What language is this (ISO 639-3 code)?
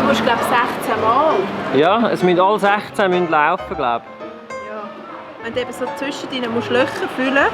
gsw